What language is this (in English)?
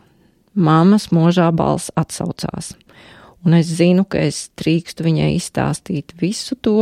Latvian